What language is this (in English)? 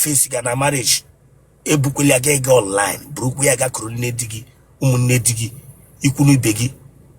Igbo